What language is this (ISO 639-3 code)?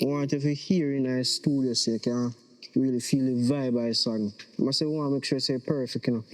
jam